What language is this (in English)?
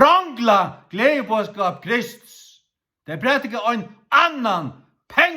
Faroese